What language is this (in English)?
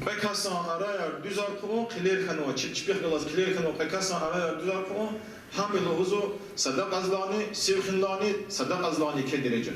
Lezghian